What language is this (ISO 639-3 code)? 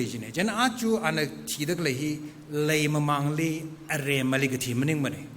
nmf